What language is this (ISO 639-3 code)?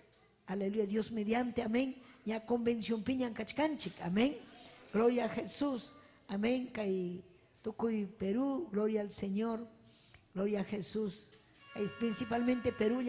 quy